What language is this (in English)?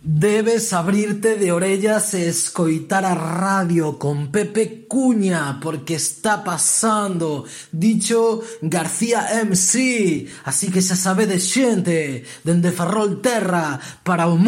Galician